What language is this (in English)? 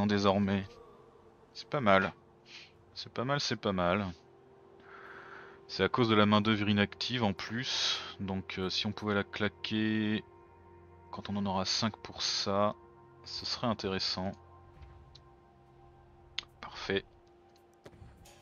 French